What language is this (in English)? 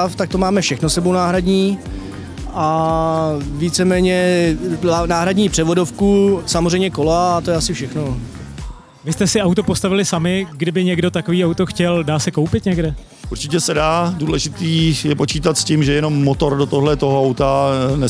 Czech